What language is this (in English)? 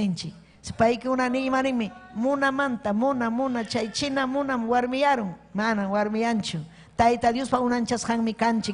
Ayacucho Quechua